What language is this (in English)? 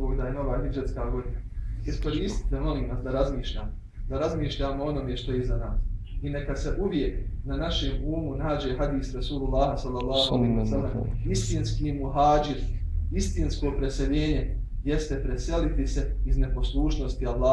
Bosnian